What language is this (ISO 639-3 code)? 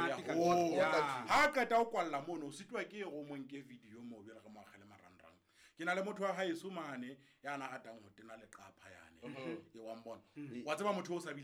sot